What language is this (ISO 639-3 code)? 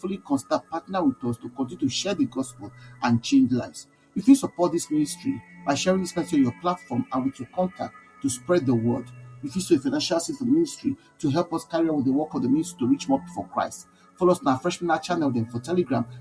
pcm